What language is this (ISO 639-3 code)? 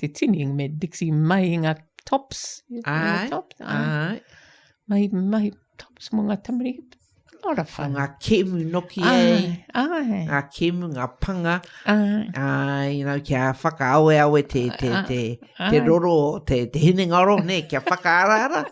mri